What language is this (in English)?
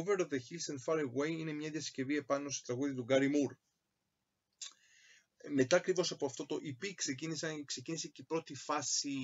Greek